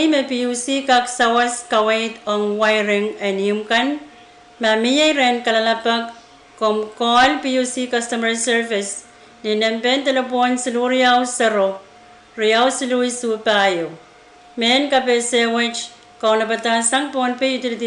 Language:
Pohnpeian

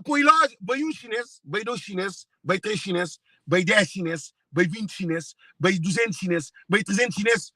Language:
Kabuverdianu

